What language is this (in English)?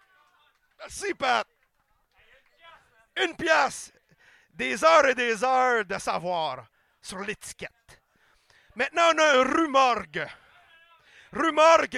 French